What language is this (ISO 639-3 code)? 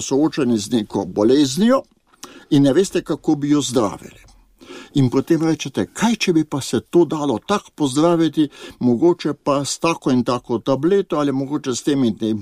slv